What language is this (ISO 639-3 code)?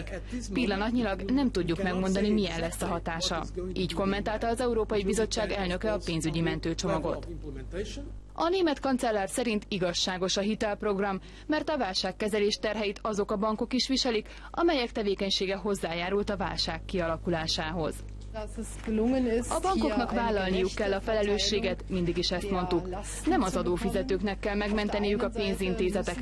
hun